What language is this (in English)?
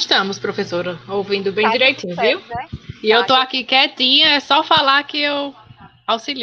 Portuguese